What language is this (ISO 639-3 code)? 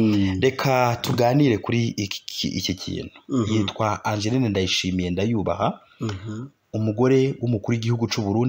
kin